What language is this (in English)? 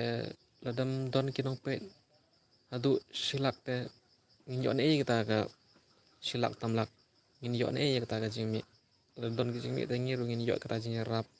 Khasi